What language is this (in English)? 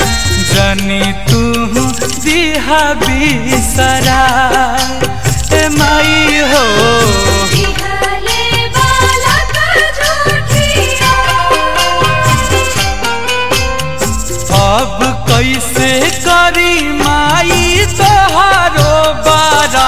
Bhojpuri